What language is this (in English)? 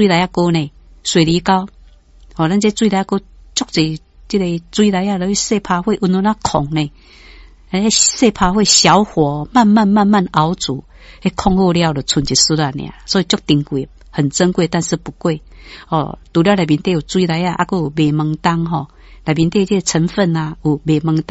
Min Nan Chinese